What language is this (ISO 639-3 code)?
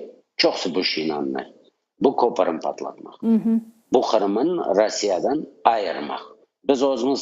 crh